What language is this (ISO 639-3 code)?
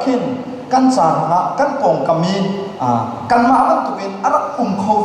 cnh